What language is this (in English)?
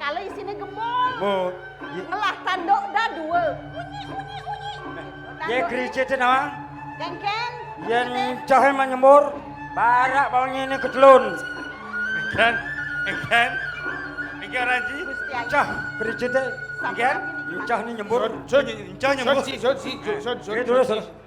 Balinese